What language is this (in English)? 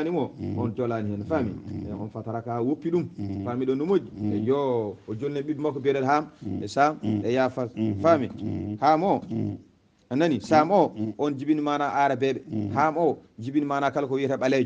Fula